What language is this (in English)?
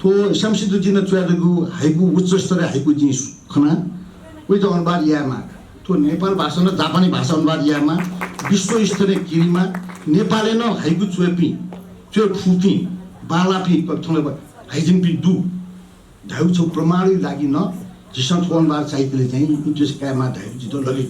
Newari